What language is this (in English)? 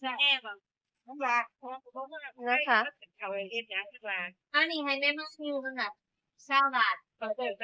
Northeastern Thai